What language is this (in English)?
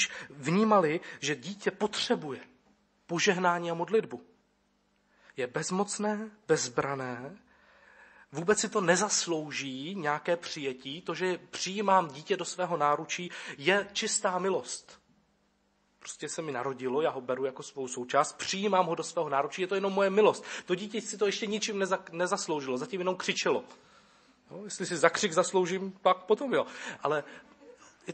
Czech